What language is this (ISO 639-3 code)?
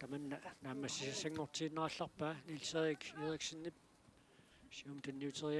kal